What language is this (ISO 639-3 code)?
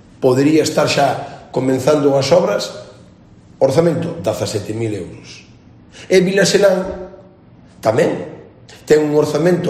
glg